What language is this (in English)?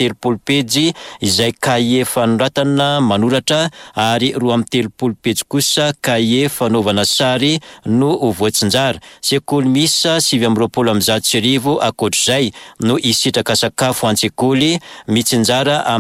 Malagasy